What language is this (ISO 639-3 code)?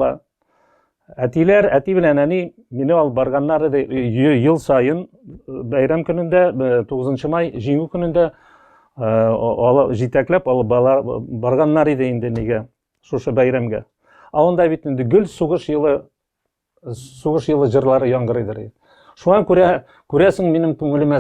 tat